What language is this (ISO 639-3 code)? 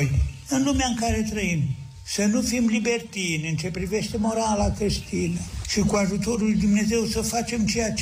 ron